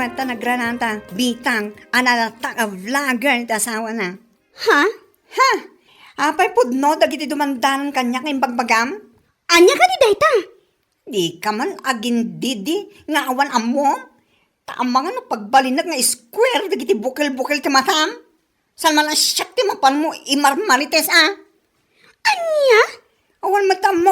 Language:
Iloko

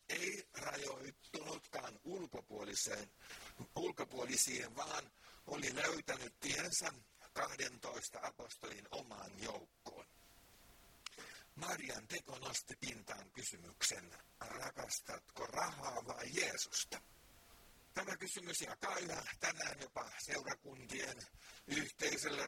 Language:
Finnish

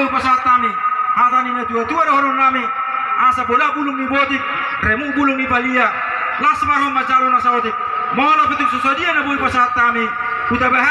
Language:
Batak Toba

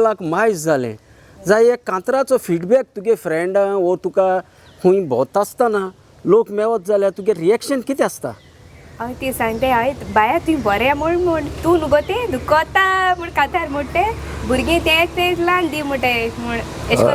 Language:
Konkani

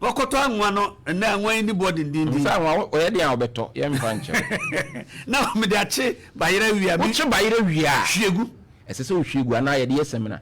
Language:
Akan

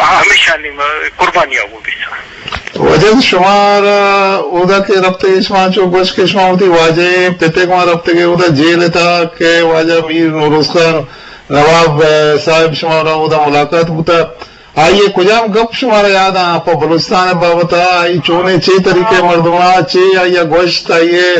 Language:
Eastern Balochi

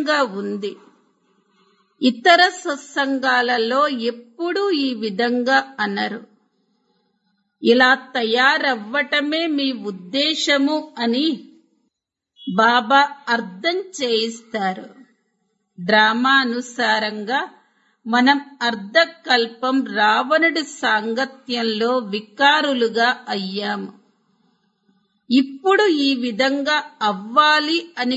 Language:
Telugu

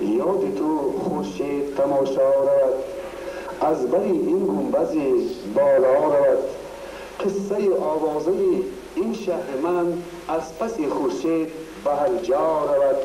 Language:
Tajik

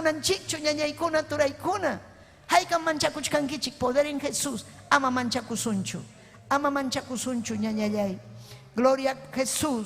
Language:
Ayacucho Quechua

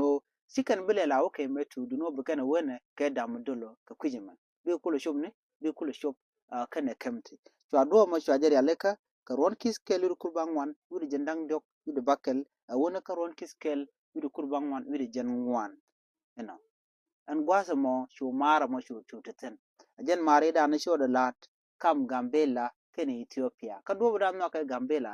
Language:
Nuer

